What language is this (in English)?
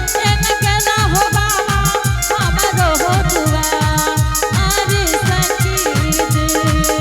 Angika